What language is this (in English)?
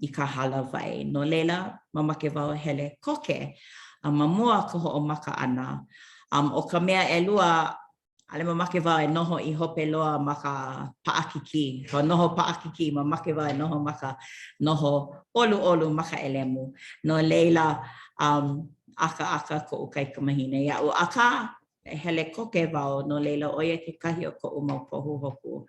Hawaiian